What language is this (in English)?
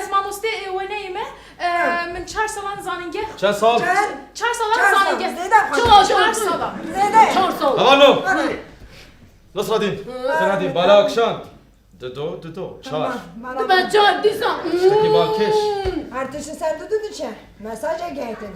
Kurdish